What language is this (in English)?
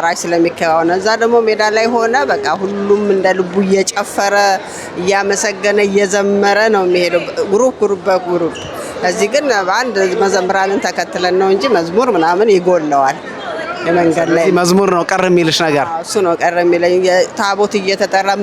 Amharic